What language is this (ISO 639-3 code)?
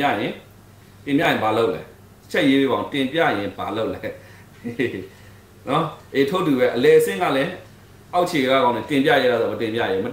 mya